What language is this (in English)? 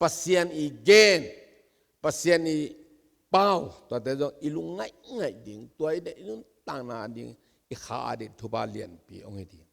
Tedim Chin